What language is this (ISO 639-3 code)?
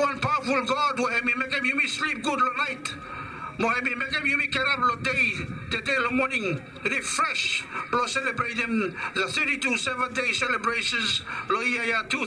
bis